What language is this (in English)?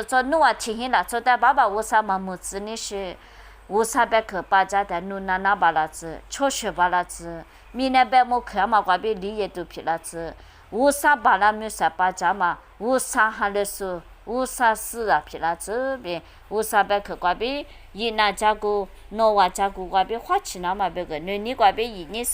Lisu